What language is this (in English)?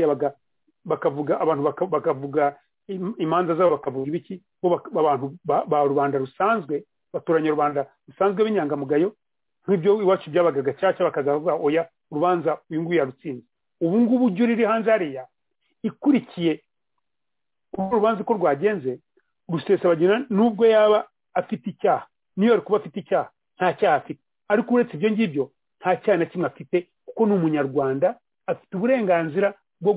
Kinyarwanda